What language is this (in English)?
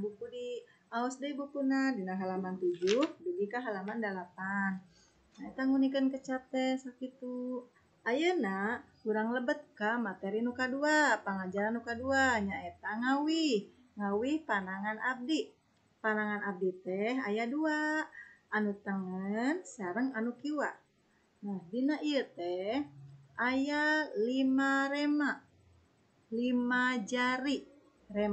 Sundanese